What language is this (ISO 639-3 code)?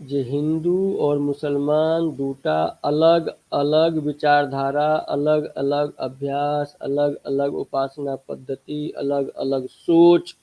mai